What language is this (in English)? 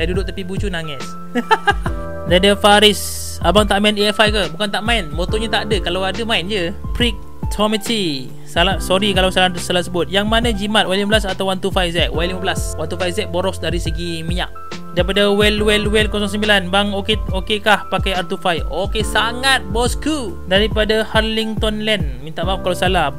Malay